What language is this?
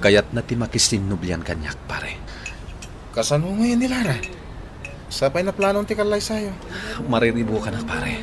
Iloko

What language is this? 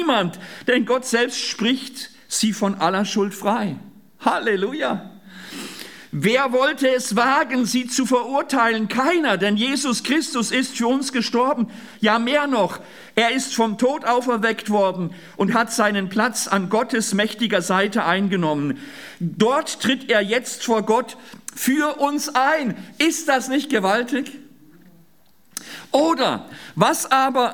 German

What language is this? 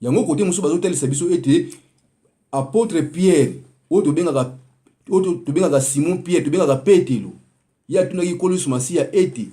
Lingala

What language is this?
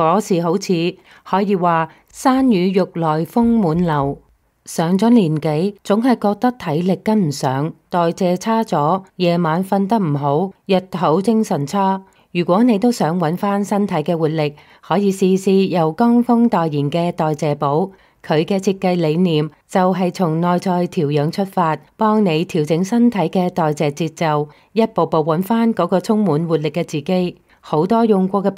Cantonese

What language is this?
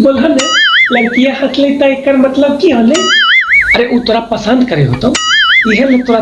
Magahi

